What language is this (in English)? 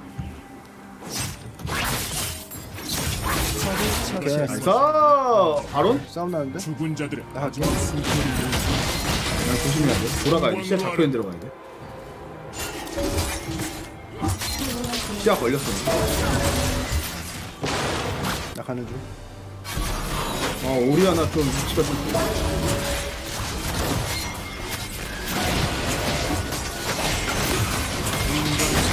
Korean